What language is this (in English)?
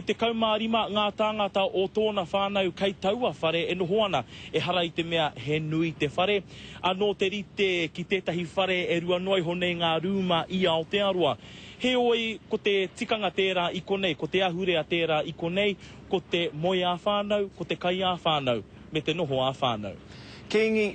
Māori